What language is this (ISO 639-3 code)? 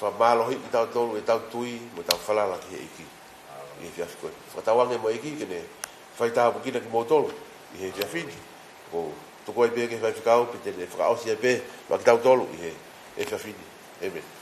ton